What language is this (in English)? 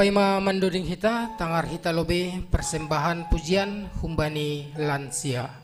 Batak Simalungun